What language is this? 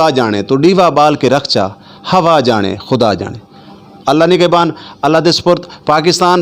Saraiki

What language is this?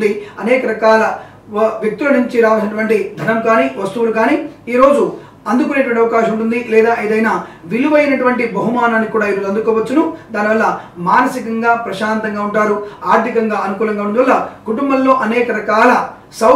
Telugu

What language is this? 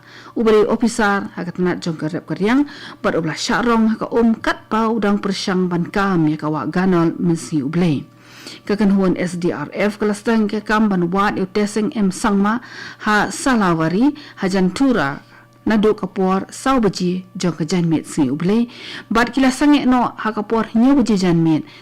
Khasi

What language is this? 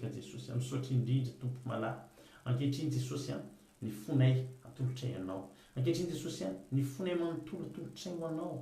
Malagasy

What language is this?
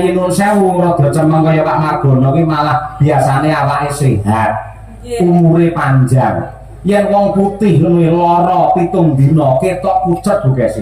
Javanese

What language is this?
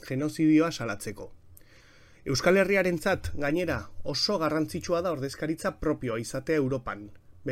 Basque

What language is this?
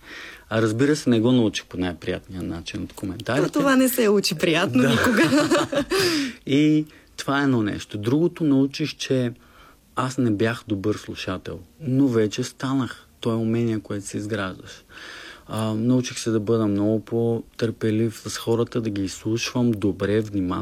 Bulgarian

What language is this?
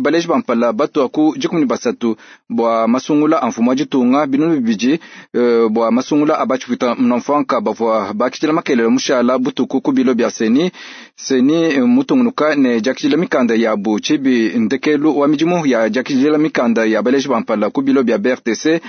Luba-Lulua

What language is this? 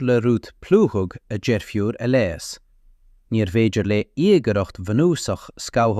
Irish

